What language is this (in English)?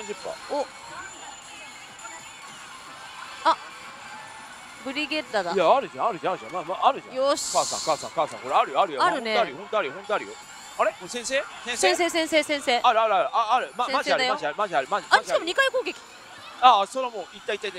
Japanese